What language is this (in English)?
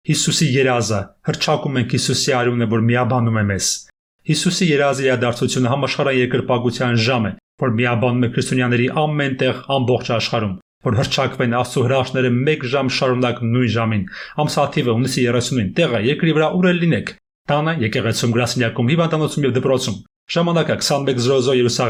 Armenian